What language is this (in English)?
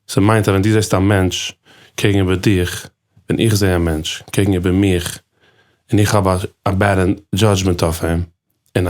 Yiddish